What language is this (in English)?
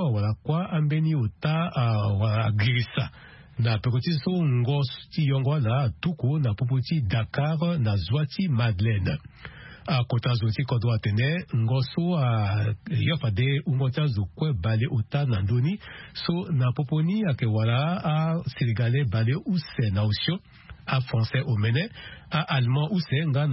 Sango